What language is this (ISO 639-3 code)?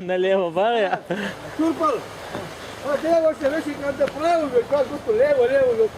che